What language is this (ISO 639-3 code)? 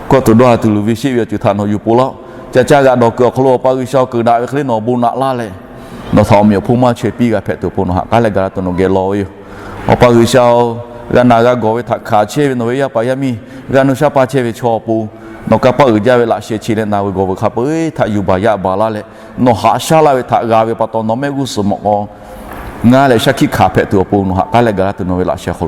lhu